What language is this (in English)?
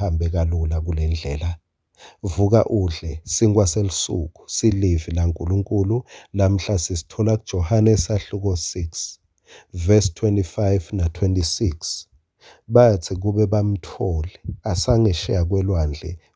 Swati